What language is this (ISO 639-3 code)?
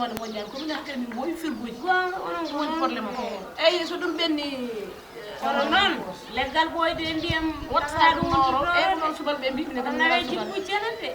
ful